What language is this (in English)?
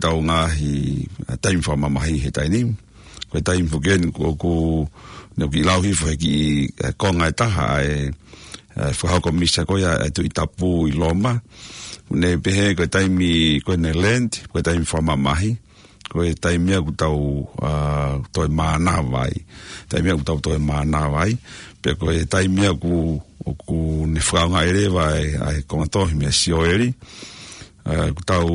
Tongan